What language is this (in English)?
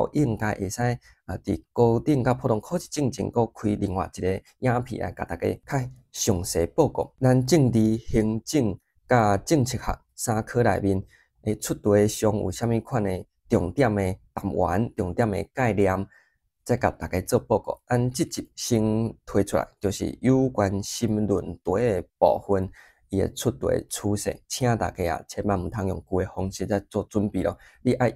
Min Nan Chinese